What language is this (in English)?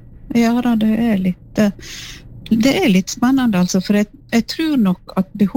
Norwegian